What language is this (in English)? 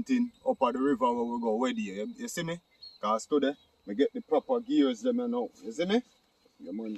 Jamaican Creole English